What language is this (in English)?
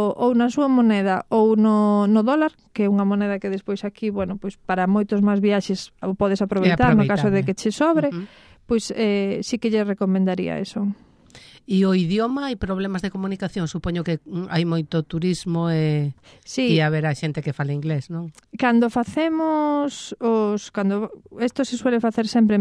Galician